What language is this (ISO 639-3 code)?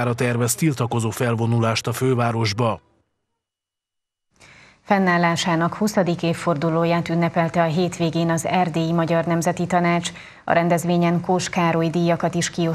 hun